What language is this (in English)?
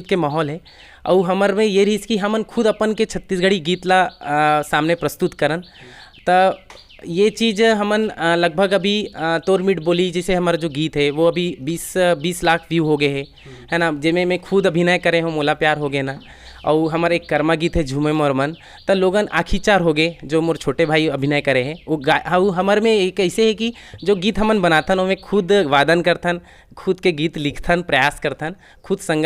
Chhattisgarhi